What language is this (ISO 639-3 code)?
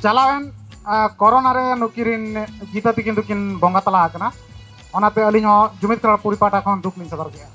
sat